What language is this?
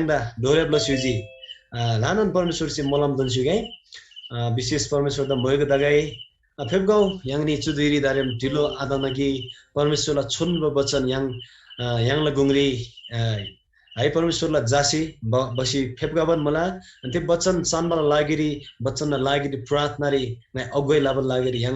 Eastern Tamang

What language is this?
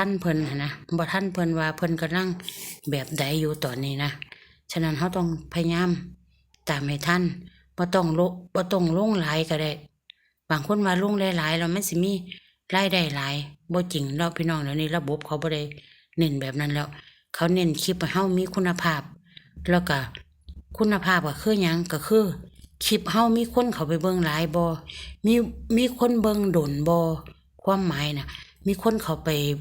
Lao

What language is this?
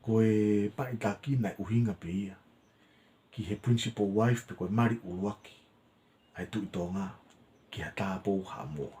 Tongan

